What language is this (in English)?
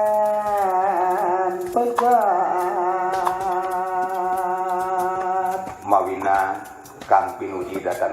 Sasak